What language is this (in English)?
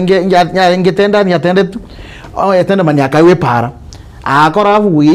Gusii